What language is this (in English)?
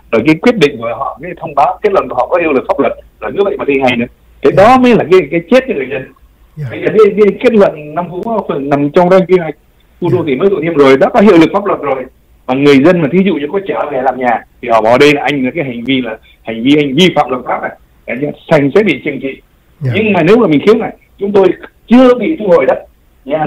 Vietnamese